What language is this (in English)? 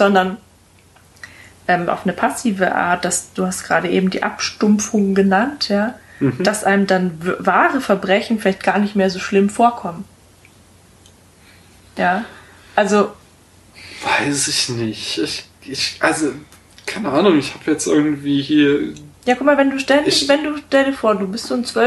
German